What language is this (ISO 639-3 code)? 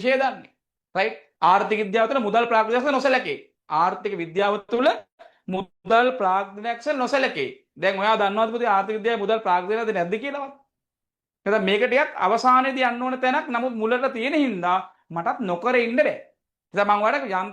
sin